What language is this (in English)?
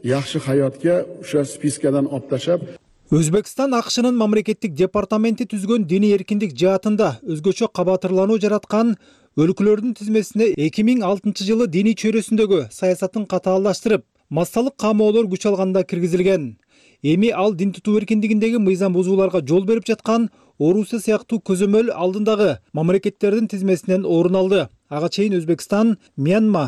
Kyrgyz